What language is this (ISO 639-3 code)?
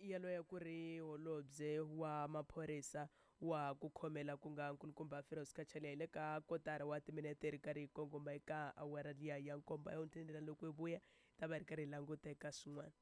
tso